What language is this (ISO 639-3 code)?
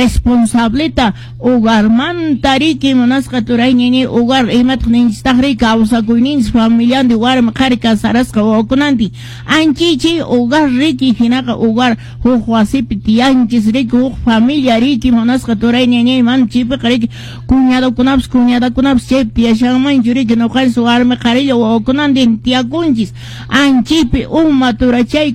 que